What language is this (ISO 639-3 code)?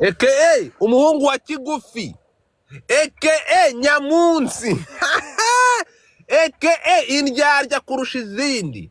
kin